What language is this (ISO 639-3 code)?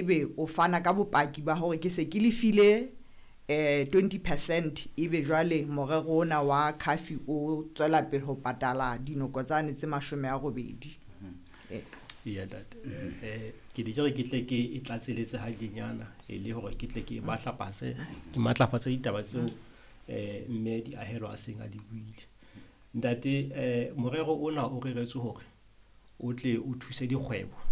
sot